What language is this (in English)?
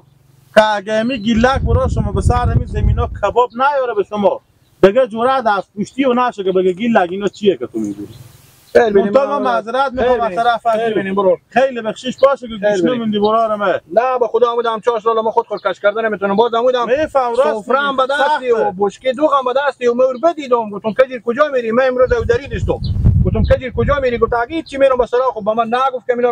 Persian